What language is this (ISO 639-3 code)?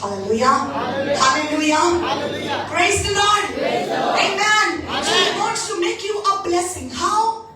kok